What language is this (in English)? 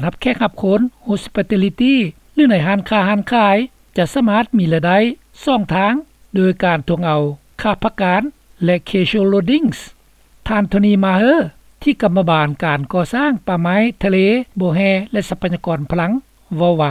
Lao